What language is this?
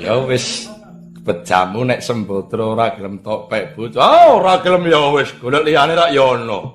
Javanese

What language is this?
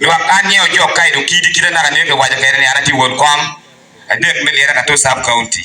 Acoli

